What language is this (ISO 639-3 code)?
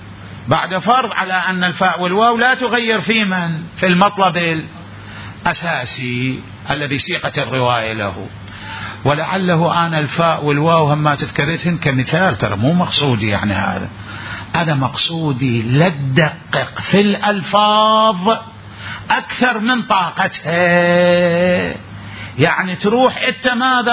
acm